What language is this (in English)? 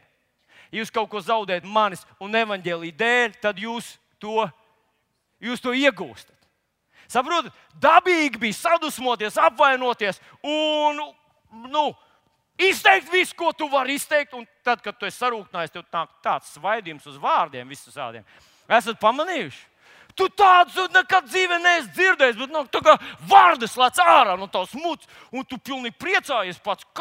Latvian